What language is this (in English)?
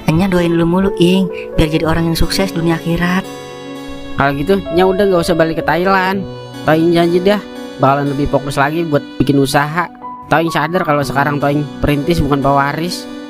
Betawi